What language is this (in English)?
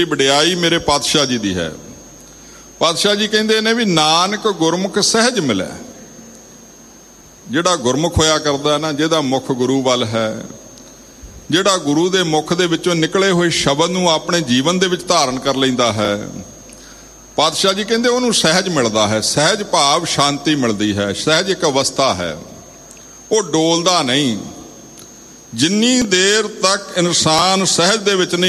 Punjabi